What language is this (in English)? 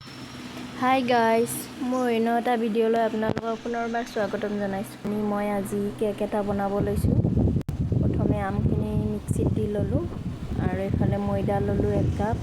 Assamese